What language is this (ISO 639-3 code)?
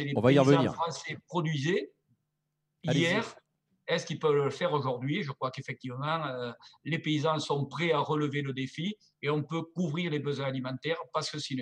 fra